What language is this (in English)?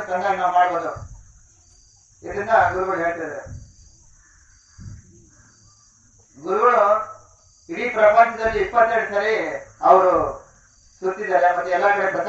Kannada